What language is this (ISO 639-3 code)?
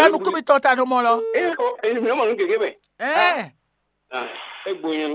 fon